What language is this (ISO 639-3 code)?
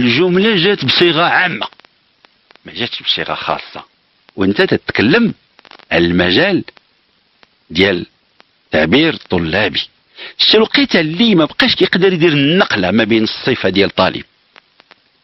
ary